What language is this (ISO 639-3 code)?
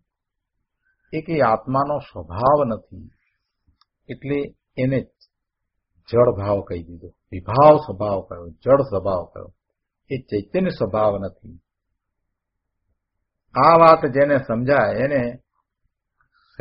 guj